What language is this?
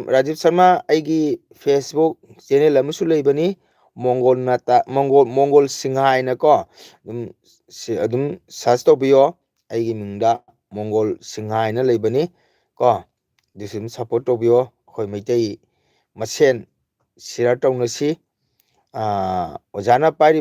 Manipuri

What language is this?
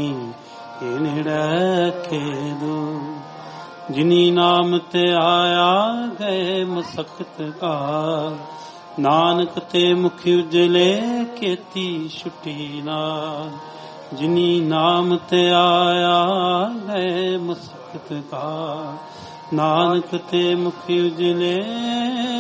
Punjabi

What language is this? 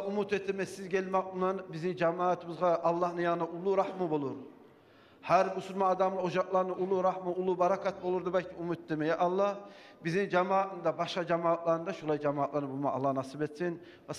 Kumyk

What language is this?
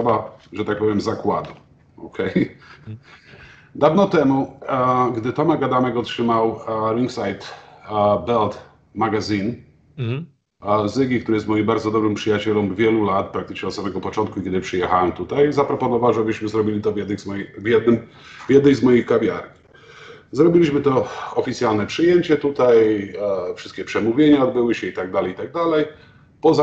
Polish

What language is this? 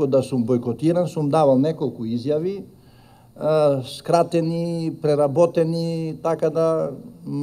Macedonian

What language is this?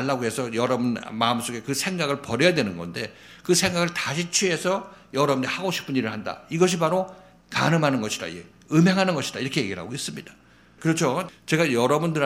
Korean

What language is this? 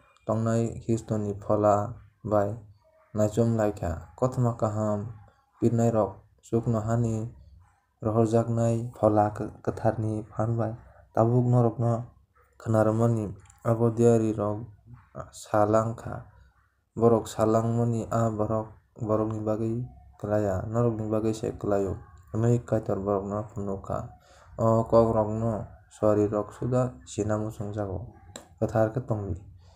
Kok Borok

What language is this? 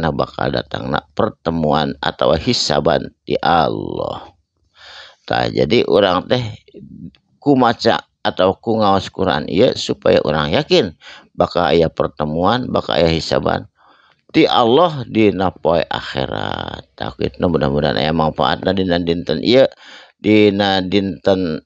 Sundanese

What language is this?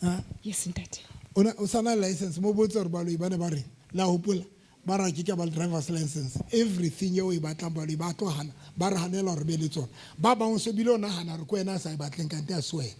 Southern Sotho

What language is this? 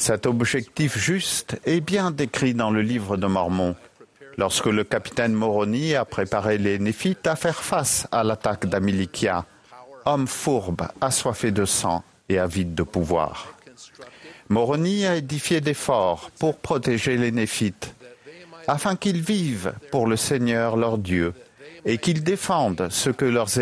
French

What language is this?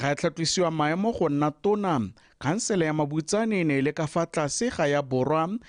Tswana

